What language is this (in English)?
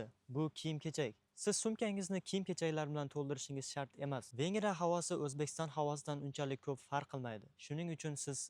Uzbek